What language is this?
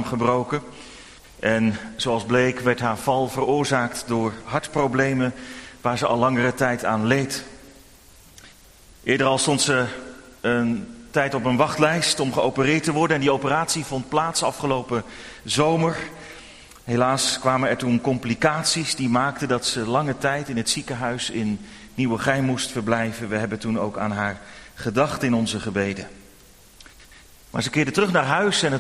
Dutch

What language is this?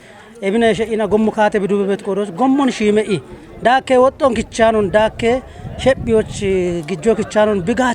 Kafa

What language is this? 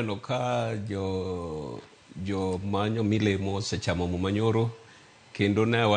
Luo (Kenya and Tanzania)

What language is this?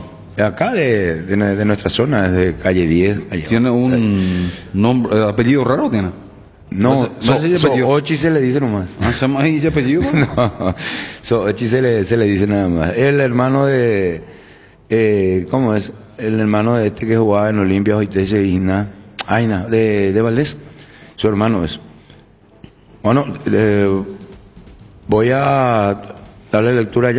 Spanish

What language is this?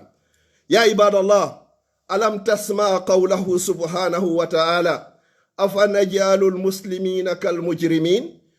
Pular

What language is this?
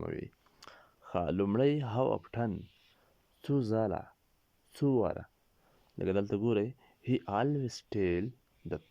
Pashto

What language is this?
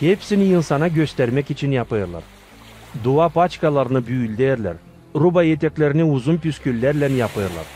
Gagauz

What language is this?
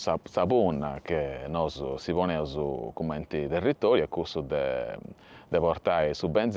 Sardinian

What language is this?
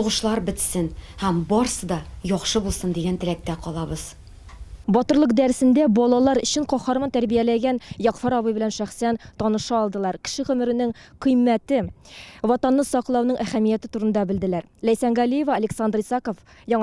Tatar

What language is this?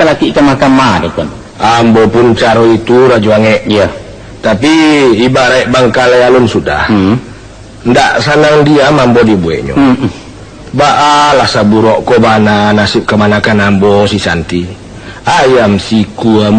Minangkabau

